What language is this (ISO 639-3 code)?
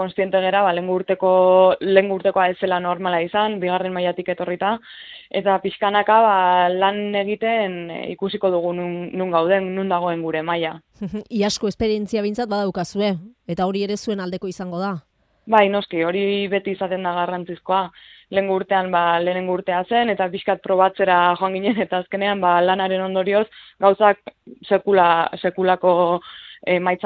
eus